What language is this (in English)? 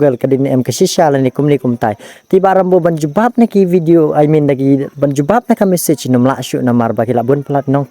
Khasi